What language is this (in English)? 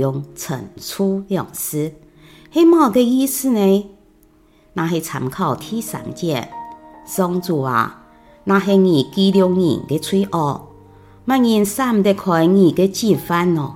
Hakka Chinese